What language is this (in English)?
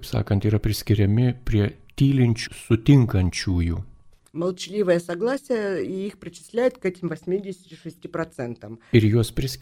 Lithuanian